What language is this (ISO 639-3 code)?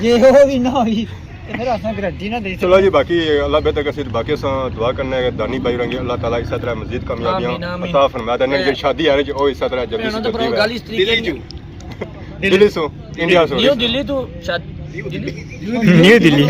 phr